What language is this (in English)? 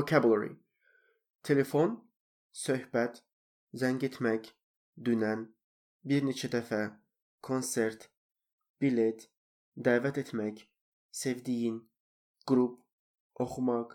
Azerbaijani